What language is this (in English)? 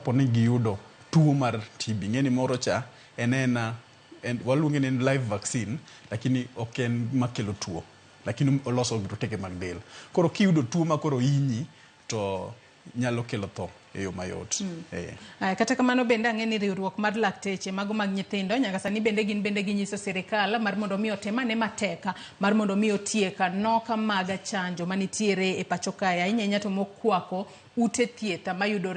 Luo (Kenya and Tanzania)